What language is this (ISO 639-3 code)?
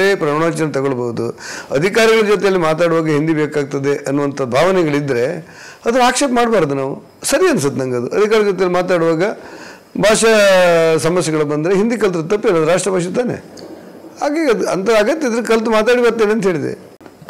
kan